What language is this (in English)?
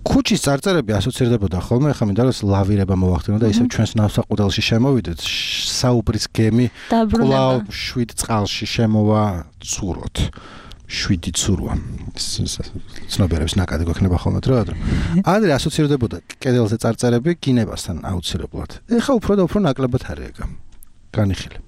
Georgian